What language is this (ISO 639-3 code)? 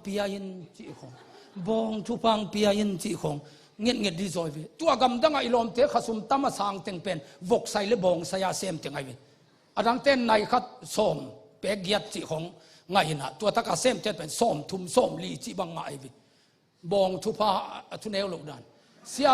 ctd